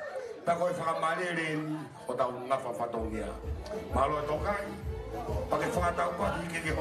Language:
Tongan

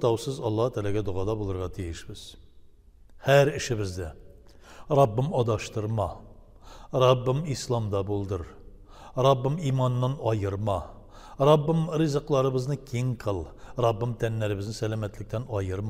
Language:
Tatar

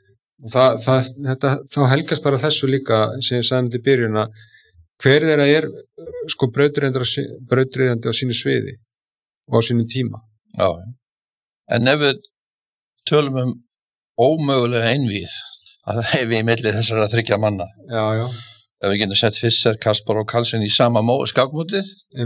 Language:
Icelandic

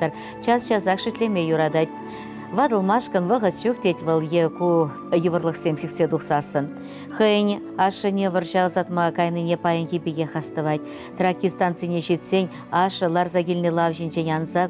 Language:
Chuvash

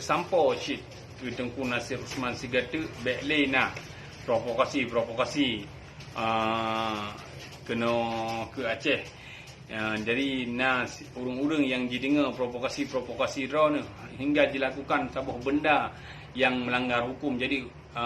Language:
Achinese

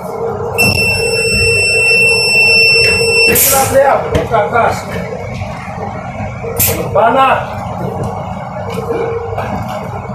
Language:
Romanian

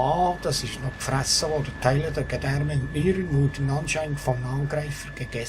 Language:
Swiss German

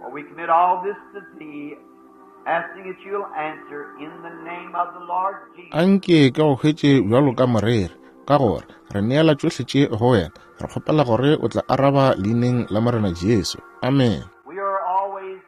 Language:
Northern Sotho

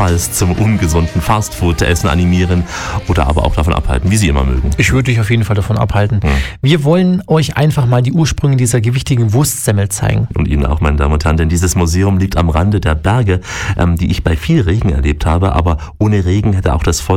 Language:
German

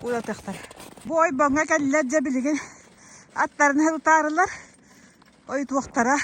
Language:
Yakut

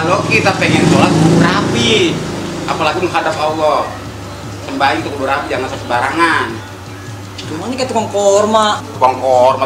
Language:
Betawi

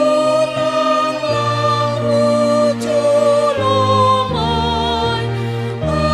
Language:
Batak Simalungun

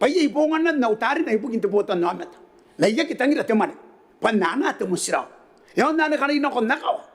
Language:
Gilbertese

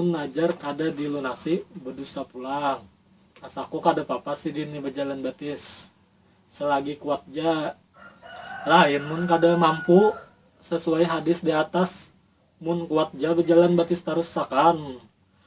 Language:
Banjar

